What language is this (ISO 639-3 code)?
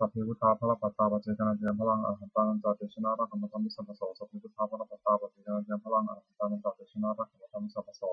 pli